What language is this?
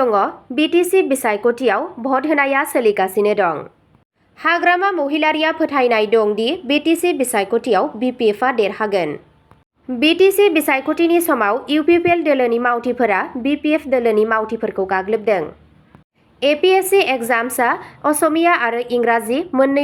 Bodo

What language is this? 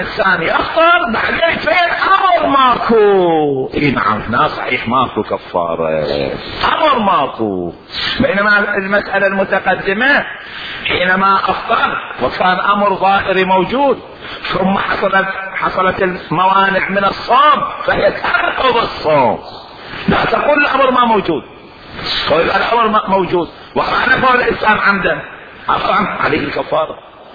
Mesopotamian Arabic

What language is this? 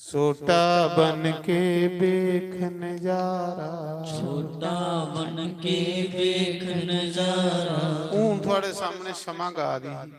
Dogri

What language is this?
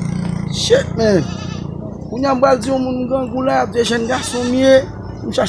Haitian Creole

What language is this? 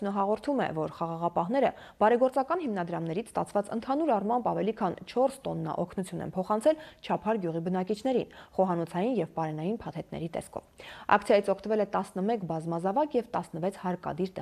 Armenian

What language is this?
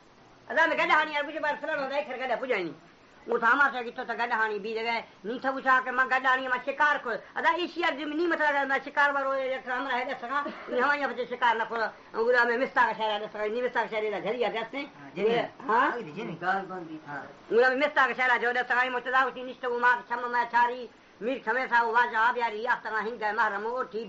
Baluchi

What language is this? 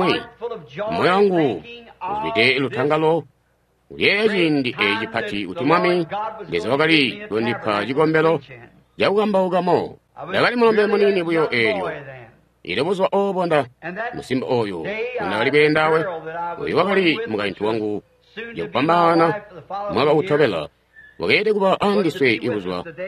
Tonga (Zambia)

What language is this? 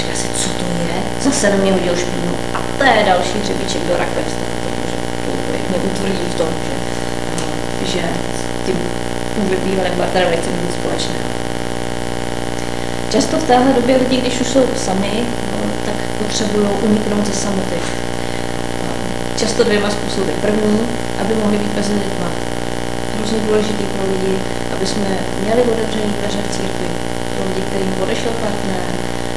Czech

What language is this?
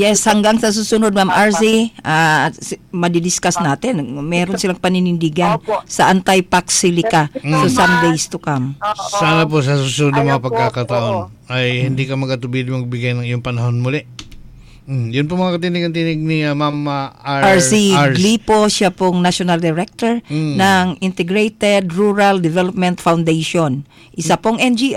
Filipino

